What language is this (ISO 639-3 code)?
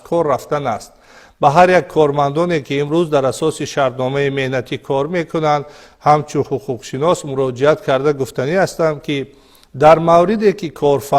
tgk